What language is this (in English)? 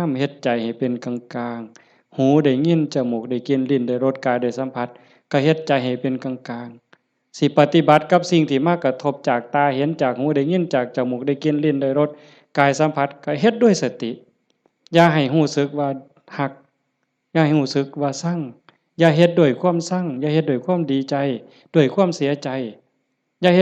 Northeastern Thai